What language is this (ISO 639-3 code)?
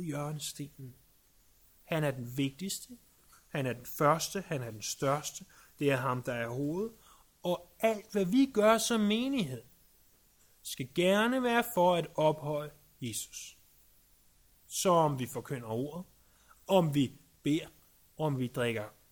dan